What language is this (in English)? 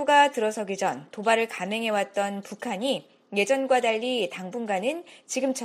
Korean